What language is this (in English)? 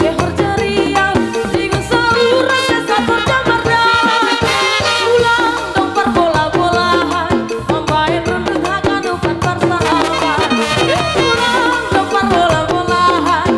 Batak Simalungun